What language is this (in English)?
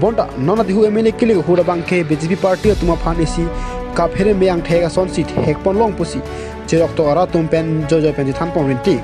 Karbi